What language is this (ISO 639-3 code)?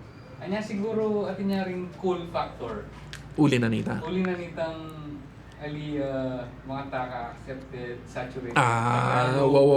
pam